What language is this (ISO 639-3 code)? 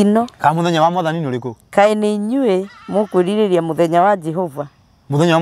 kik